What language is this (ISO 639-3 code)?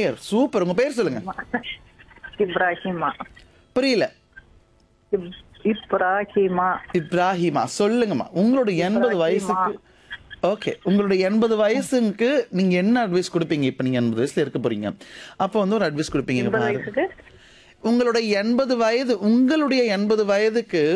tam